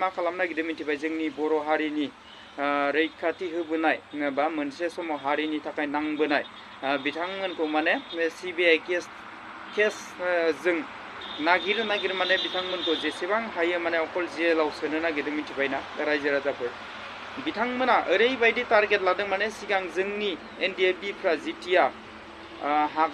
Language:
Bodo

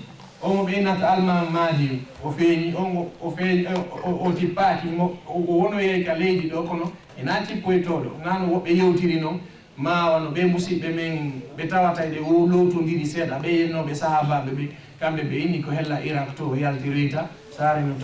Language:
Fula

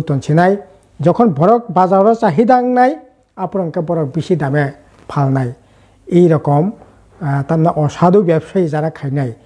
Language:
Kok Borok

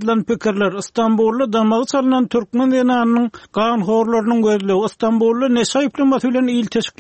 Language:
Turkmen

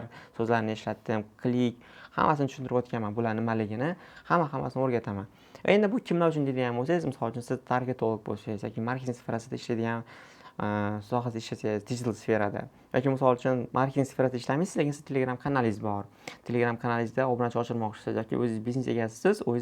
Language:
Uzbek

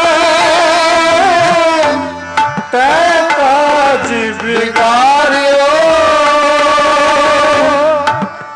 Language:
Punjabi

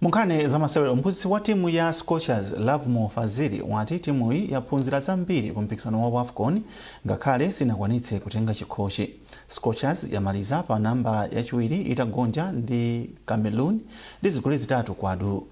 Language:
Nyanja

